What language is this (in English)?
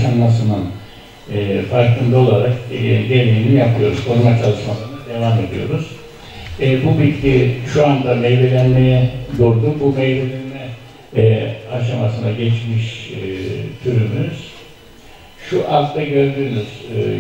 Turkish